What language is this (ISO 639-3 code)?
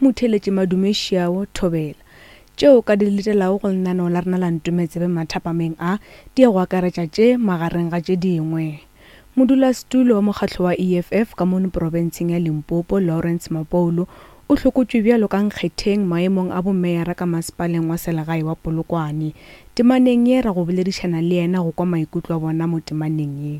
nso